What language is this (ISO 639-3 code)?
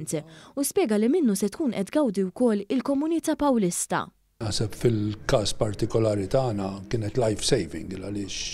mlt